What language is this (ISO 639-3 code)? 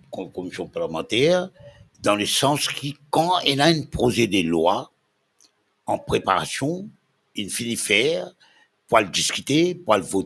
mfe